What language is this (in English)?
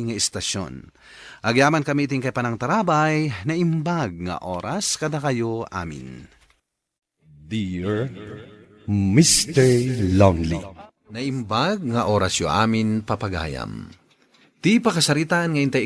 Iloko